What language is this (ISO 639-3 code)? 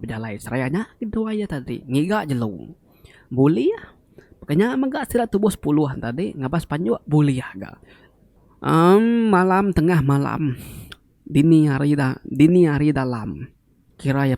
iba